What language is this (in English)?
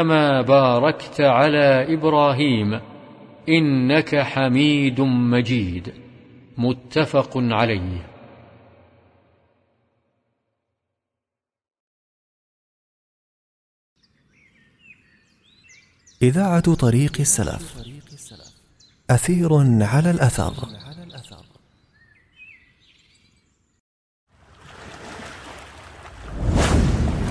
Arabic